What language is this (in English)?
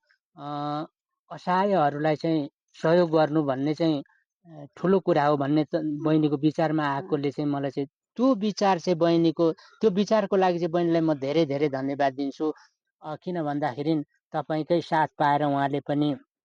Nepali